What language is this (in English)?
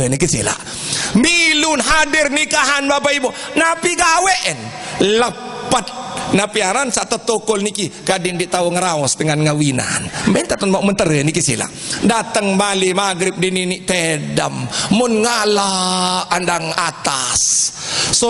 Sasak